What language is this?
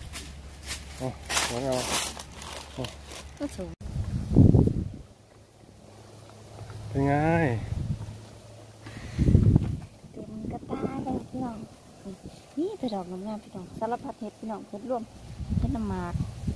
Thai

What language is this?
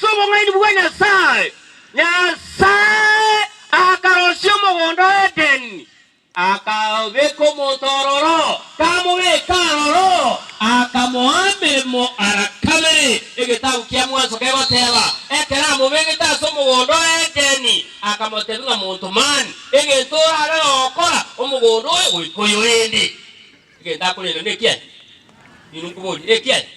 Gusii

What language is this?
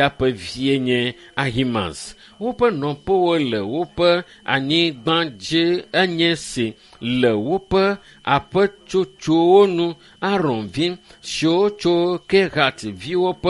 Ewe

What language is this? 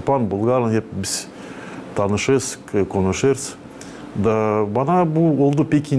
Gagauz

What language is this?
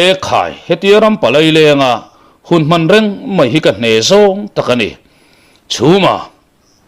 Mizo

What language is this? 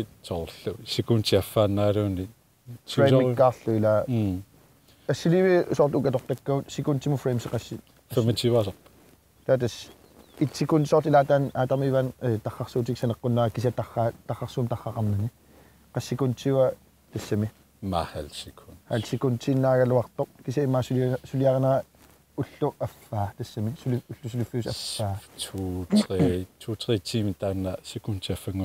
Kalaallisut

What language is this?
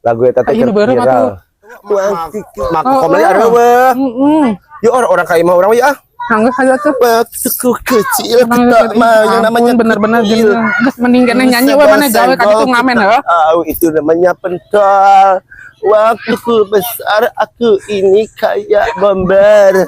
Sundanese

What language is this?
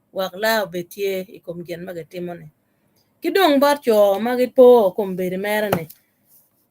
Acoli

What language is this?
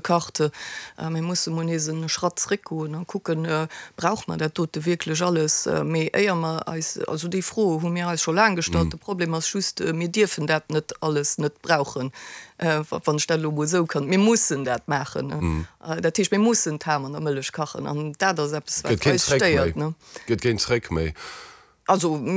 Luxembourgish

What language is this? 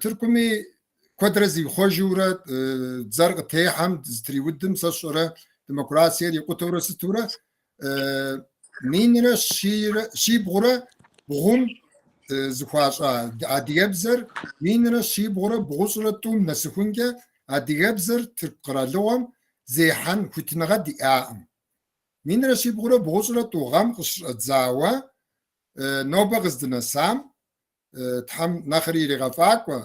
Kabardian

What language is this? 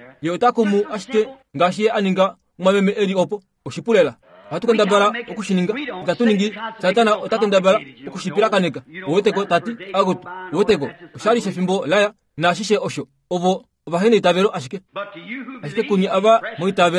Kuanyama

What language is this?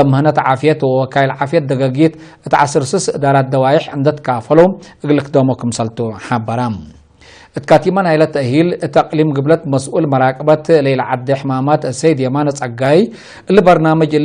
Tigre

